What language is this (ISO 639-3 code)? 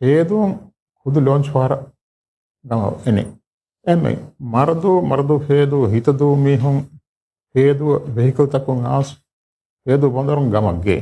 div